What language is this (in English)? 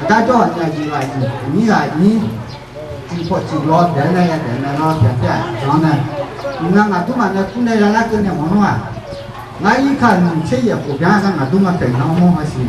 Akha